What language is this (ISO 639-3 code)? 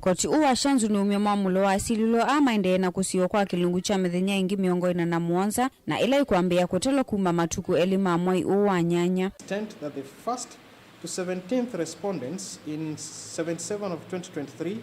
kam